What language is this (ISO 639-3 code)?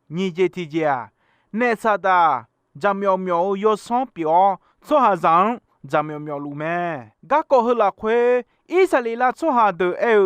ahk